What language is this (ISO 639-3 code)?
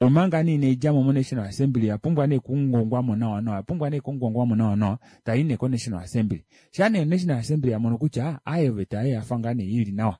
kua